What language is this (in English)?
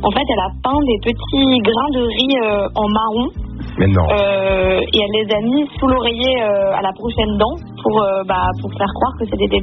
French